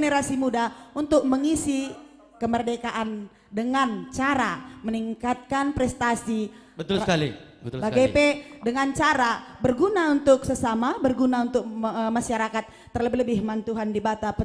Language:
Batak Karo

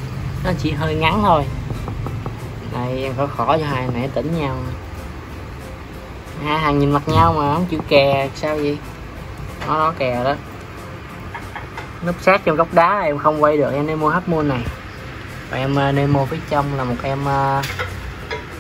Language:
Vietnamese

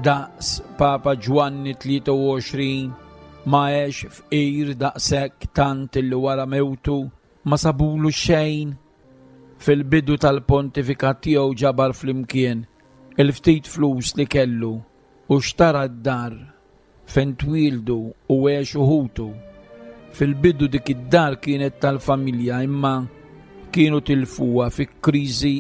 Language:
Maltese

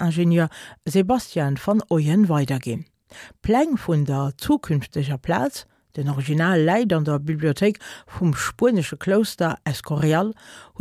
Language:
Luxembourgish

